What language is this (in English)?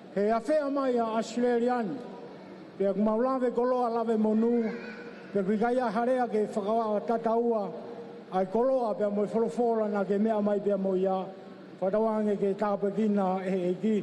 Tongan